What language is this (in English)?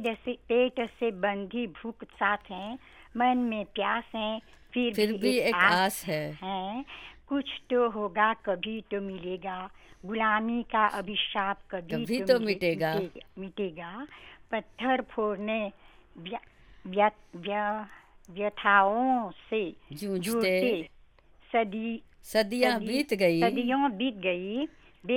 Hindi